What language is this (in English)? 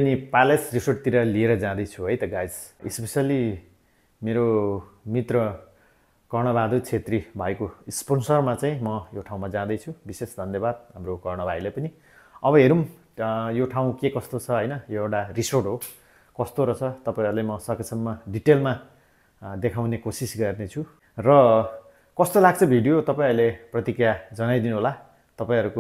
Nepali